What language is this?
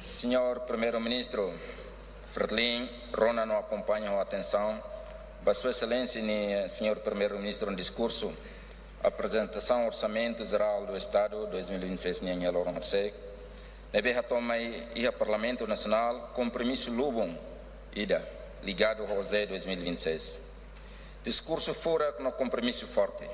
Tetum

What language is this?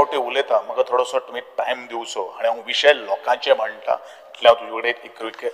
Konkani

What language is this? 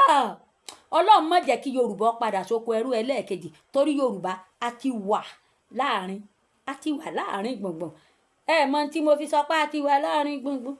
Yoruba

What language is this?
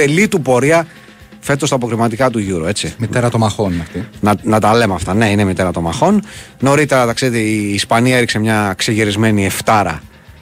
Greek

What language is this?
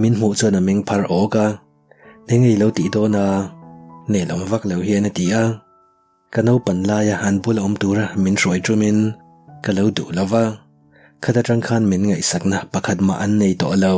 Mizo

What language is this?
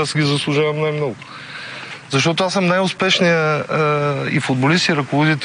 Bulgarian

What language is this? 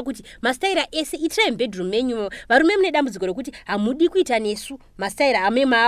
Shona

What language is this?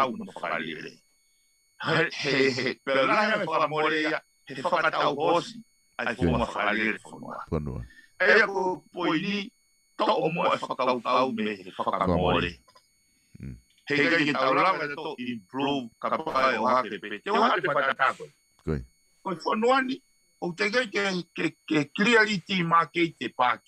Tongan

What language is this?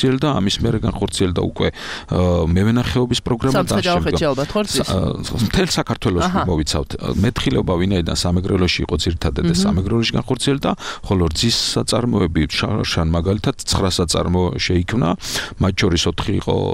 Georgian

